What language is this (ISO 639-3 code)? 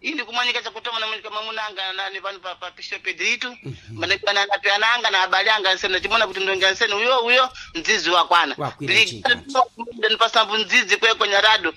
seh